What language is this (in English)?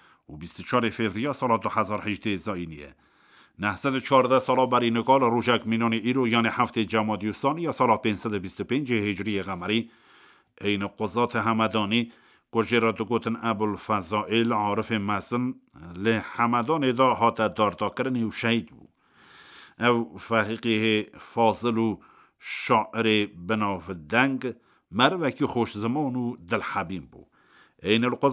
Kurdish